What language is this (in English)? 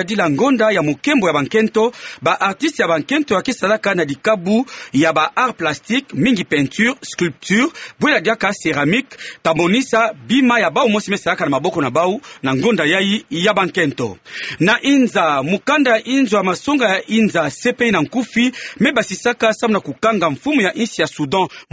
Kituba (Democratic Republic of Congo)